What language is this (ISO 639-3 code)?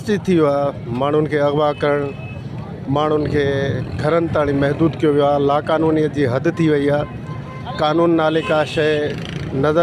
snd